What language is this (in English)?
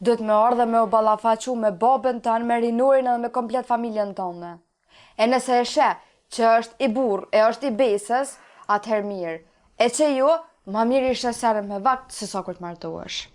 Albanian